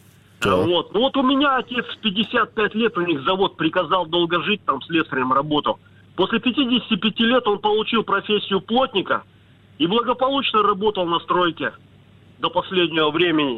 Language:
Russian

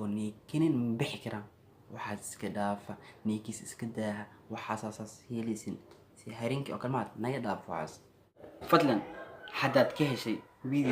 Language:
Somali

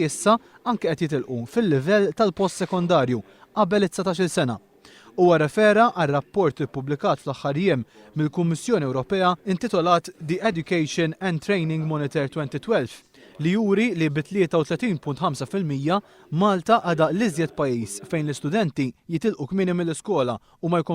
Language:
Maltese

